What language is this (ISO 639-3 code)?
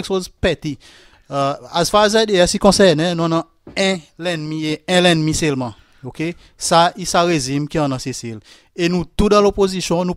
crs